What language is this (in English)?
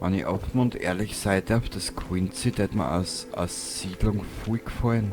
Bavarian